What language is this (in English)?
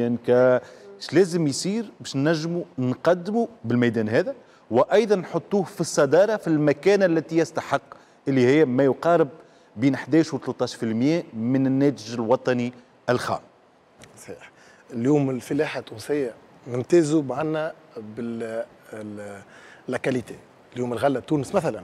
Tunisian Arabic